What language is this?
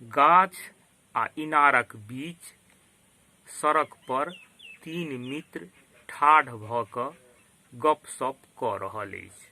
Maithili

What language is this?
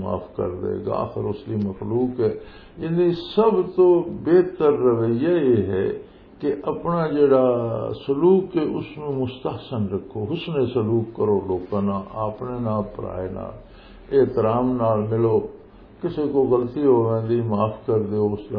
Western Panjabi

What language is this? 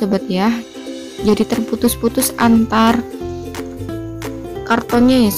Indonesian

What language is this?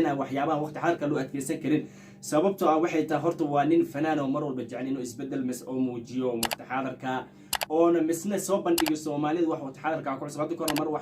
Somali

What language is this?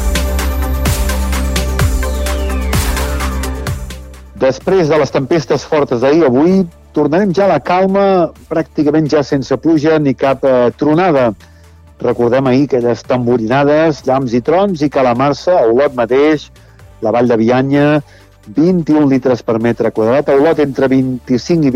Catalan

